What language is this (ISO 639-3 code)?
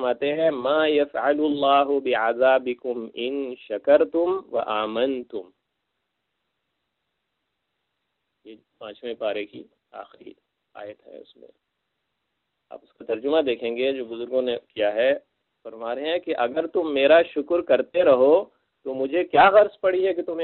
urd